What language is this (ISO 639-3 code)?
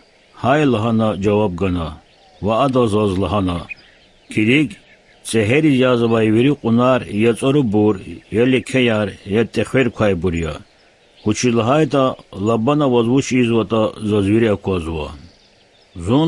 lez